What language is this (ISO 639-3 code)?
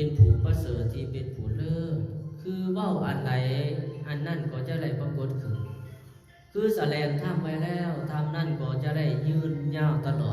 lao